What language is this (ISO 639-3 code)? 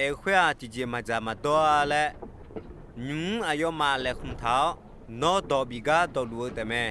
ahk